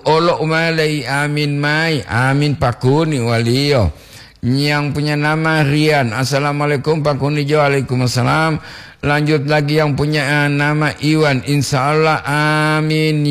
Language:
Gorontalo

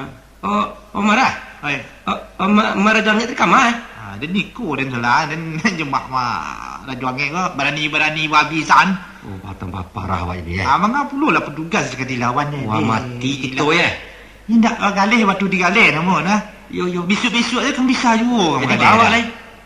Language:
Minangkabau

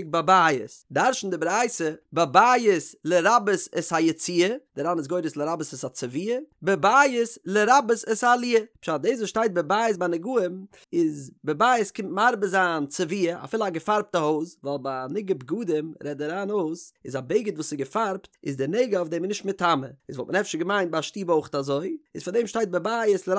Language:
Yiddish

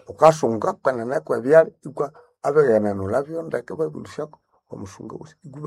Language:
Nande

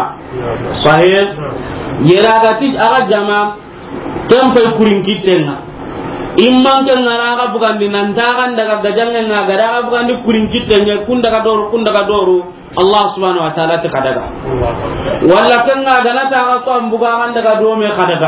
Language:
Soninke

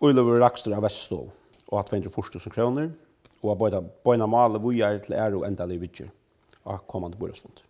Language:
Faroese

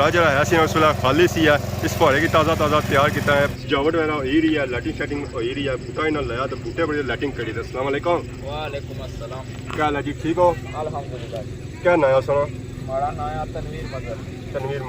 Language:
Pahari-Potwari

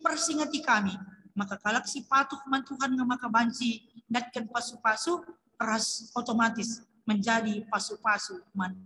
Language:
Batak Karo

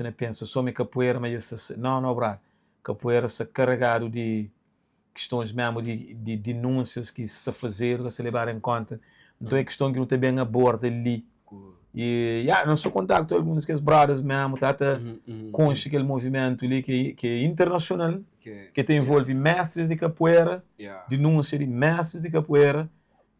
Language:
Kabuverdianu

